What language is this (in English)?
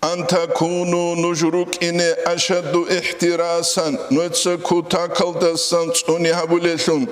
Avaric